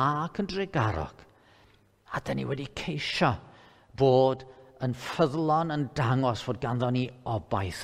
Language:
Welsh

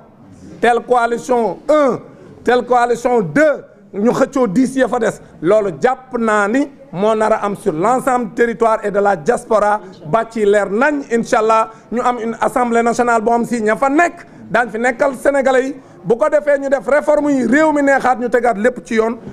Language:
Wolof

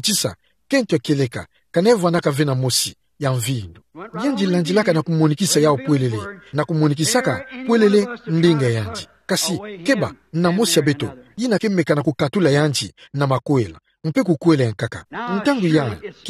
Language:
Kituba (Democratic Republic of Congo)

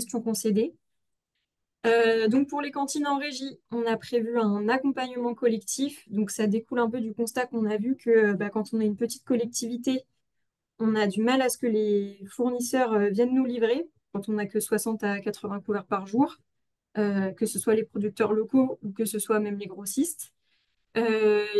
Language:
French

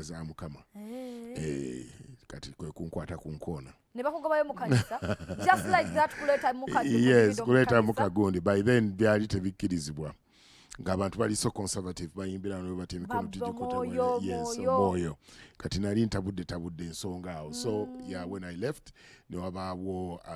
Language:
Ganda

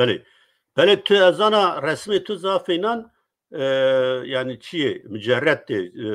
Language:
Zaza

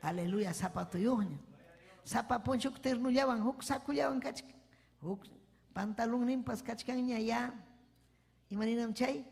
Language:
Ayacucho Quechua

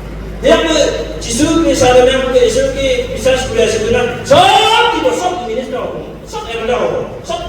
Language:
Naga Pidgin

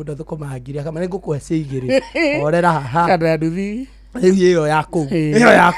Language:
Kikuyu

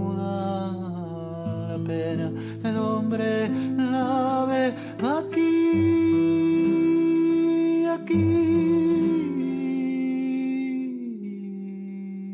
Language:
Spanish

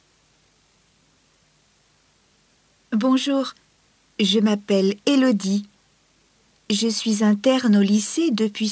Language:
French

